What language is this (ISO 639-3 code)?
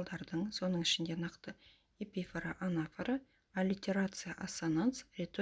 kaz